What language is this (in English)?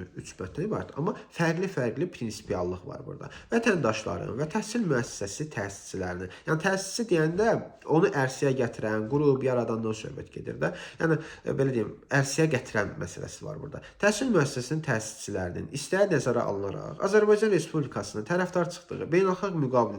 Azerbaijani